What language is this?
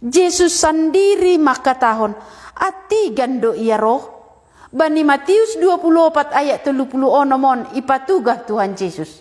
Batak Simalungun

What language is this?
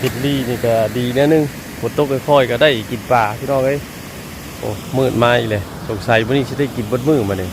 Northeastern Thai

